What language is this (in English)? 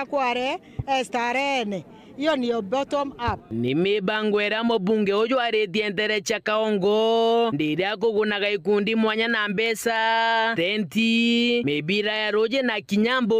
Meru